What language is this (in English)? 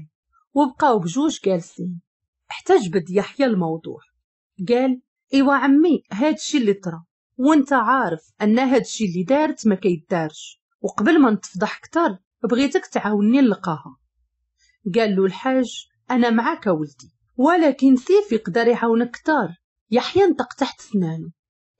Moroccan Arabic